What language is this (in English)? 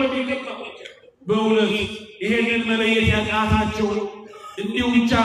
Amharic